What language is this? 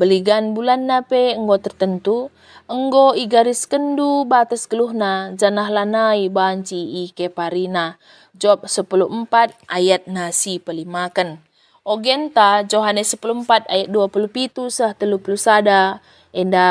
Batak Karo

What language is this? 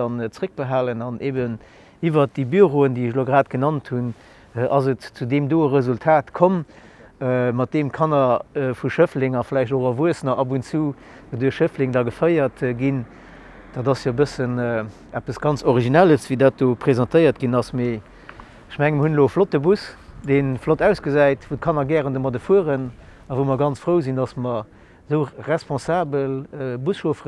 Luxembourgish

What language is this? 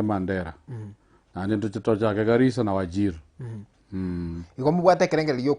Gusii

